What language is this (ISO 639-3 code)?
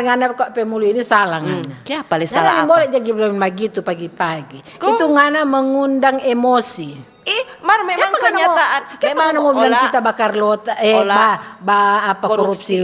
xmm